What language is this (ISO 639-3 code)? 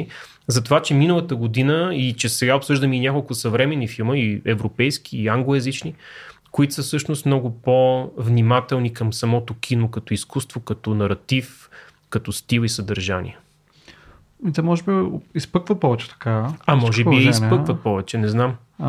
bul